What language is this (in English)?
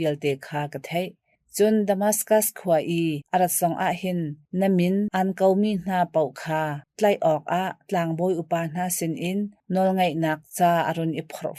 Hakha Chin